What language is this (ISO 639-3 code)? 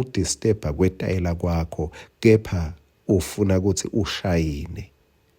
ssw